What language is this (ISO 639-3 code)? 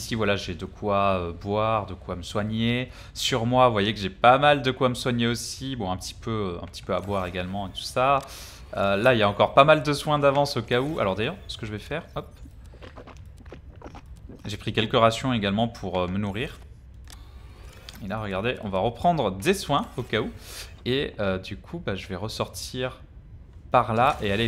fra